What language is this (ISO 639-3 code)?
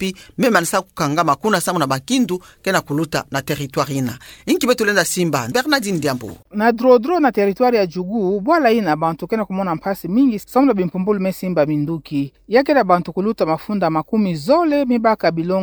ktu